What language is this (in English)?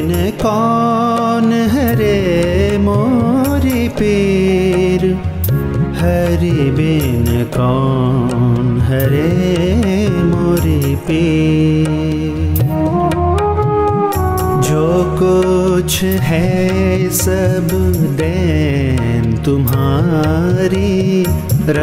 Hindi